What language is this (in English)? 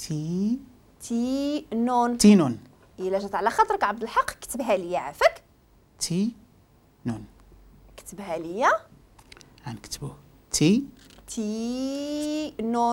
Moroccan Arabic